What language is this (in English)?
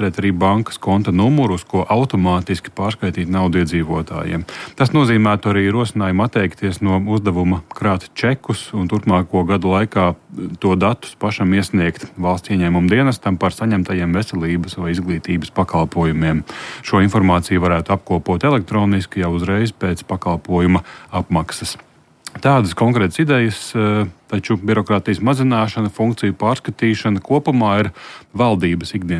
Latvian